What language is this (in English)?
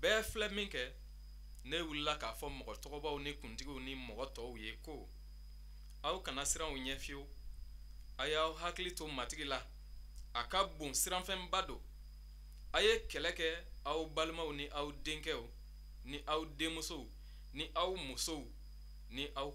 Bambara